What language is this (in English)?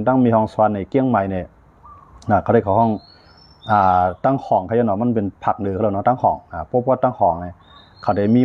Shan